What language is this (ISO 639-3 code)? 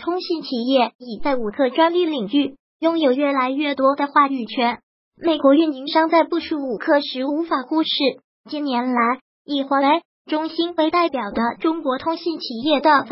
zho